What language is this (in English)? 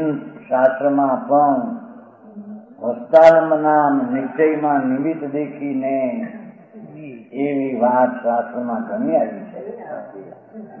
Gujarati